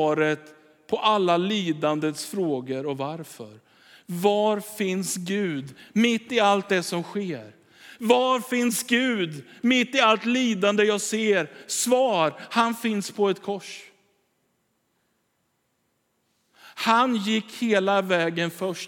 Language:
Swedish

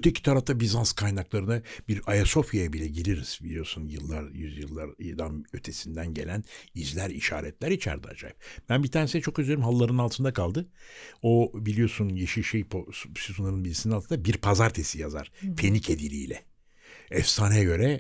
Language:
Turkish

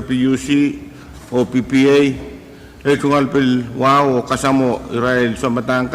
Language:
Pohnpeian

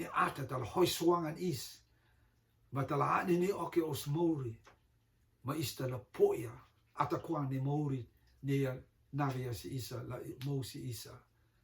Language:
Rotuman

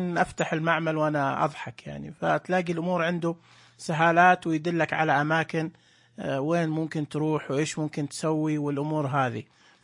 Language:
Najdi Arabic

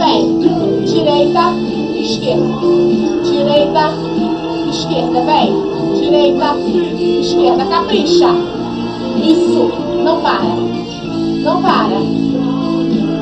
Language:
Portuguese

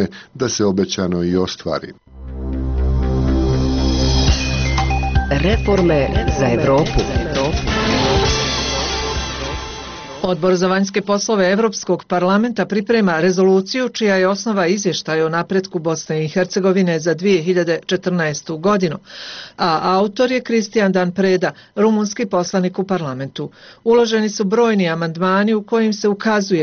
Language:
Bosnian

